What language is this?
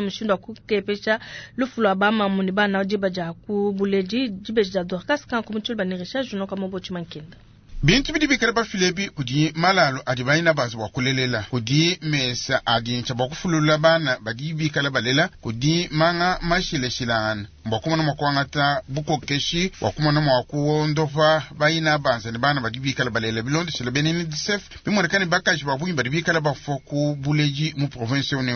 Luba-Lulua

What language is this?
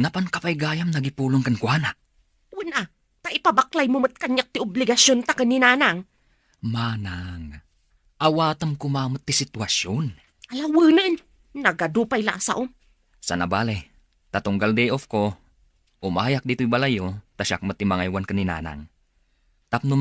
Iloko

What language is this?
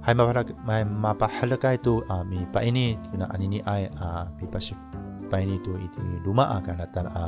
Amis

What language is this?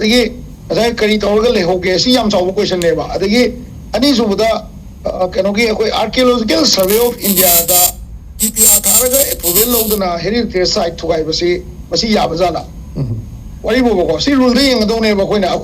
Manipuri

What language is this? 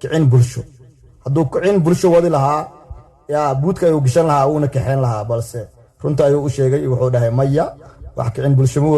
Somali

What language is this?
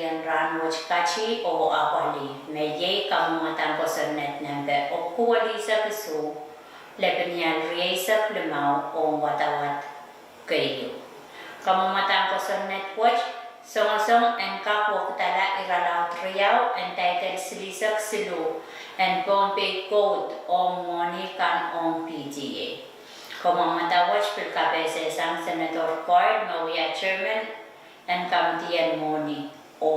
Pohnpeian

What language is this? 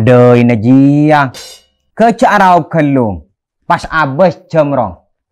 Madurese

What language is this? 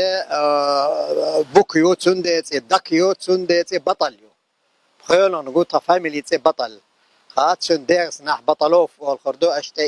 Chechen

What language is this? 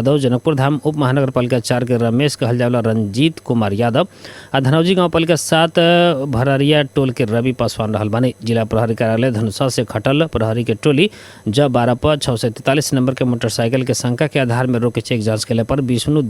Bhojpuri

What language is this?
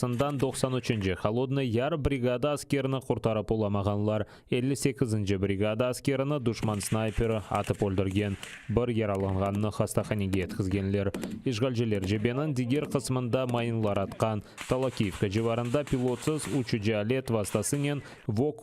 Crimean Tatar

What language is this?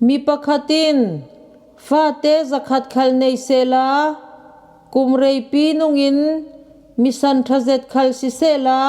Falam Chin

